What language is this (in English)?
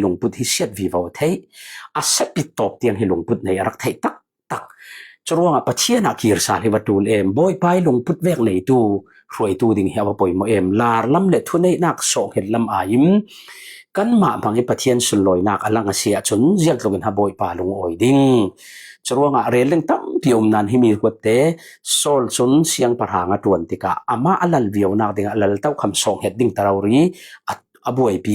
Falam Chin